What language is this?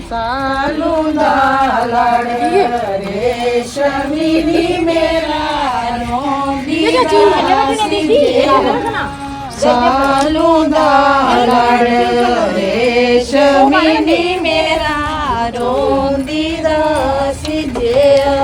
Dogri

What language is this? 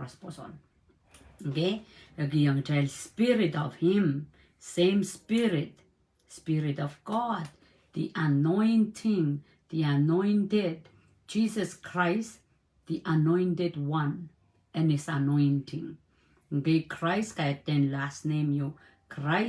Pohnpeian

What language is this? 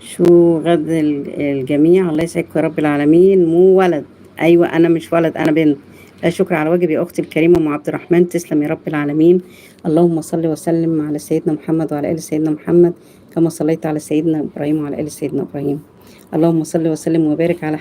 Egyptian Arabic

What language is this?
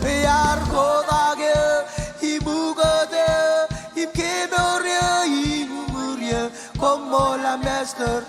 Marshallese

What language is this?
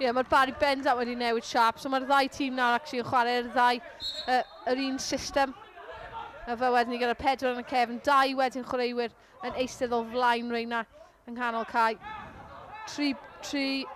Welsh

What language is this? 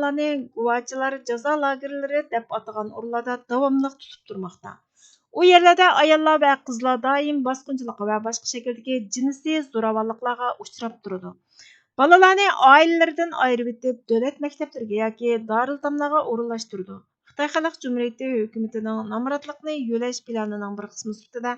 Uyghur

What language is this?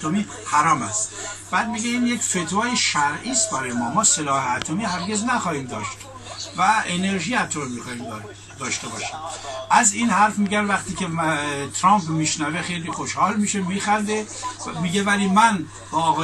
Persian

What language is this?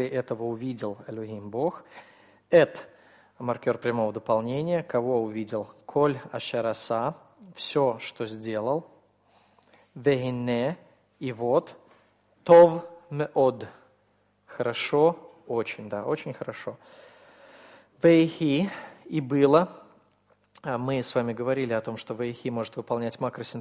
Russian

